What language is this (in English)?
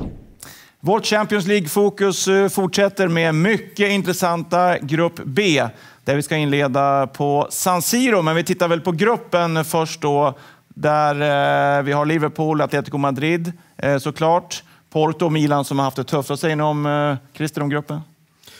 Swedish